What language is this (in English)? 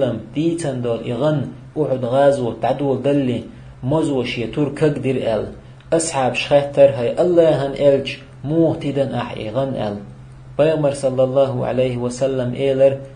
Chechen